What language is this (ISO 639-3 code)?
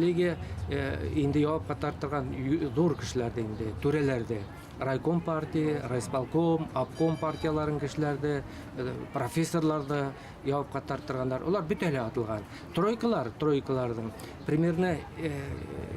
bak